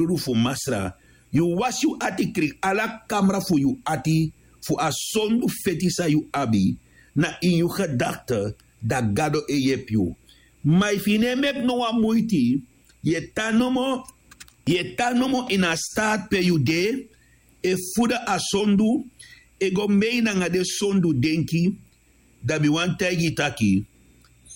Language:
Sranan Tongo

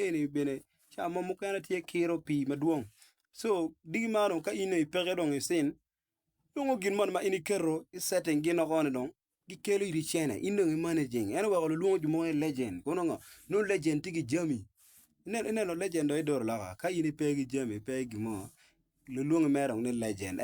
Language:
Acoli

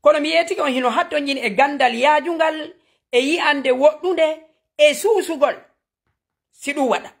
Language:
Fula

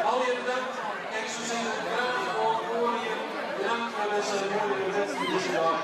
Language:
Western Frisian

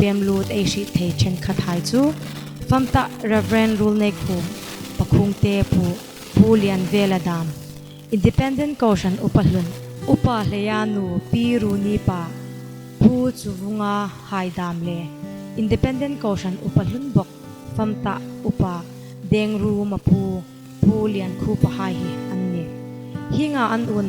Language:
Hmar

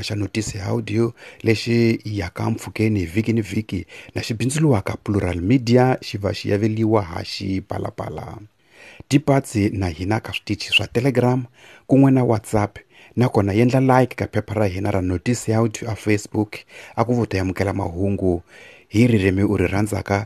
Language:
Tsonga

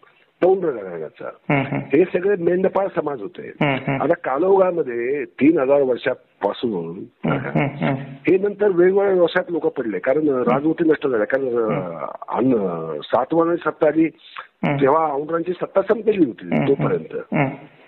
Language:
Marathi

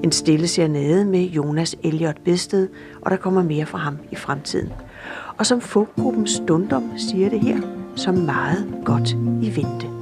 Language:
Danish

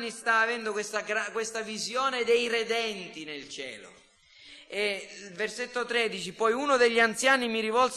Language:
Italian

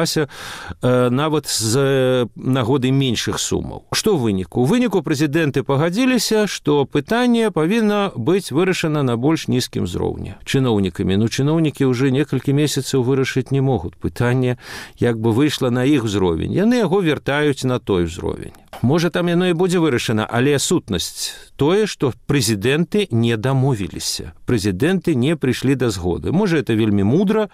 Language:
Belarusian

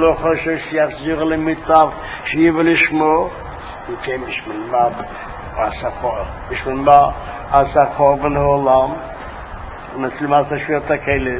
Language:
Hebrew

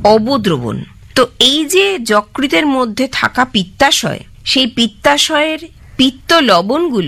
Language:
Bangla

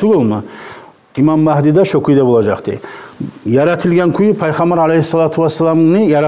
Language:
Kumyk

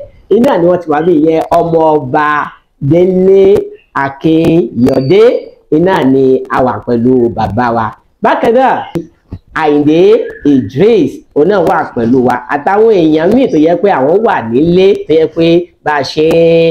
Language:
Yoruba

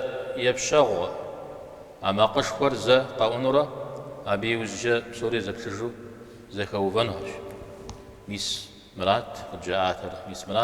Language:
Kabardian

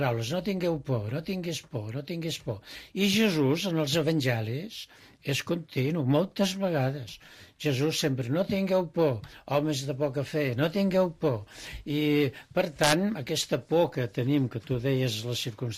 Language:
Catalan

